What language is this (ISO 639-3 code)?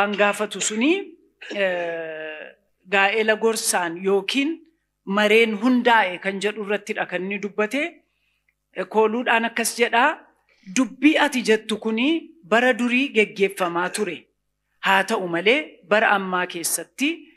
orm